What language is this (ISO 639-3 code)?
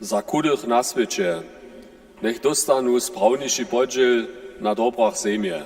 hsb